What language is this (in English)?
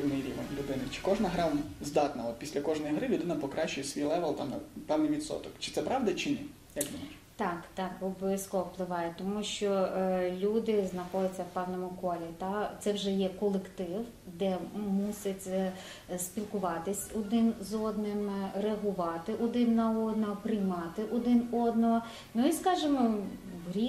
Ukrainian